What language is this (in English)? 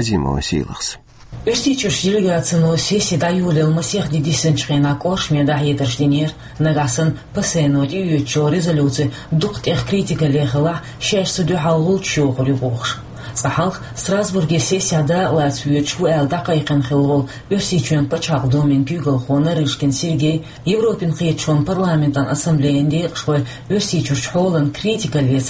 Chechen